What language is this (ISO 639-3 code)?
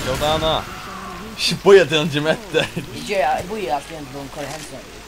fao